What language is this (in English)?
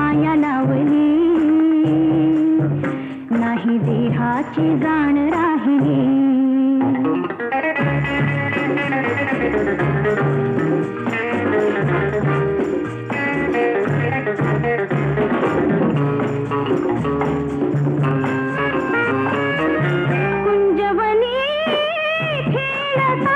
Marathi